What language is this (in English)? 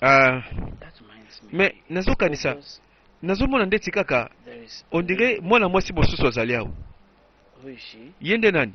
Lingala